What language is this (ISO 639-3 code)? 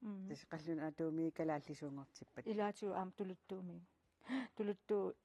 kal